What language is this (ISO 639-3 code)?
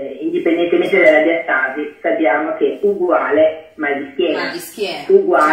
ita